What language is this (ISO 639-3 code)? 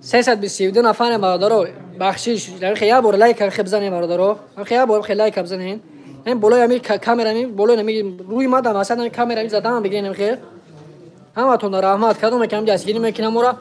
tgk